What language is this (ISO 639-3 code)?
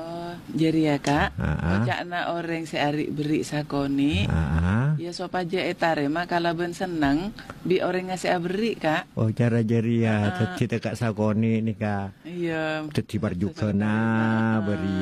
mad